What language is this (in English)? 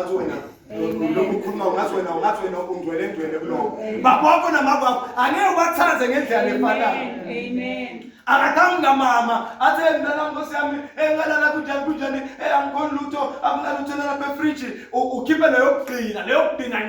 Zulu